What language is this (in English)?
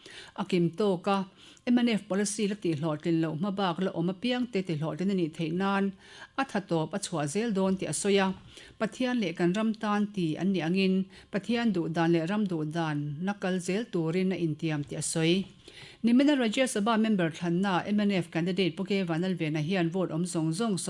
Mizo